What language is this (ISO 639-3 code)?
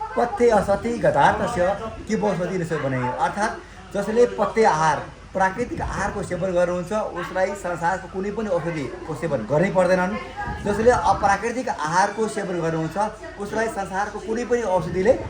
nep